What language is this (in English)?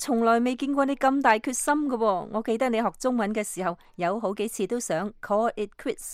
Cantonese